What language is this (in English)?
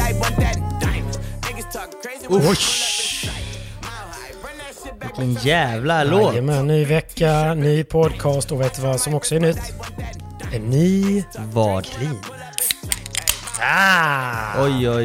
Swedish